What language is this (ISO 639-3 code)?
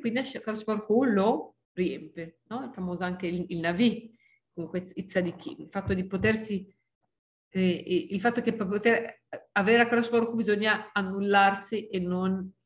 ita